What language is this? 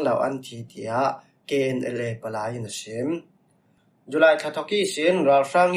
Falam Chin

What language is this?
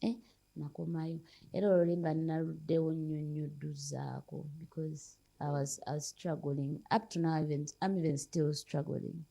Ganda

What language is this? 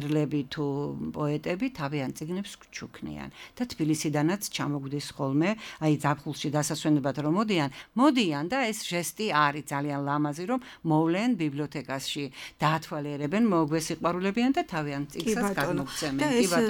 Georgian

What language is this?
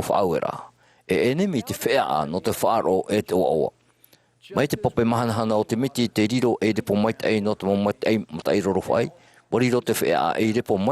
Tahitian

